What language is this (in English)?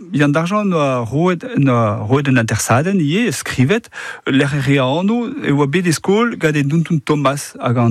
Breton